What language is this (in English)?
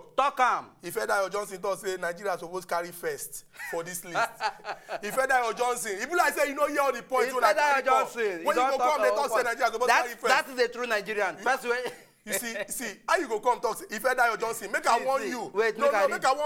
Nigerian Pidgin